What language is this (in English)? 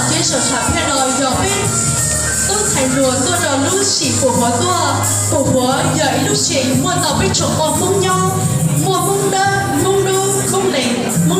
Hmong